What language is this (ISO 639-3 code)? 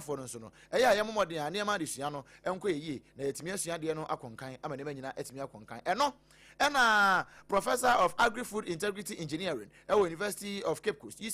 aka